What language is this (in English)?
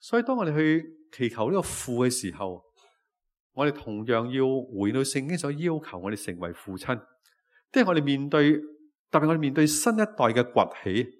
Cantonese